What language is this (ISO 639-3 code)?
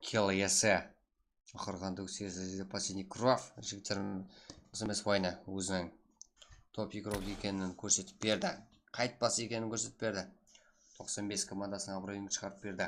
kaa